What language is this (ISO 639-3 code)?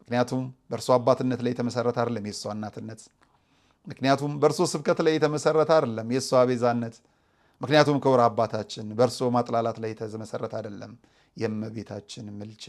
amh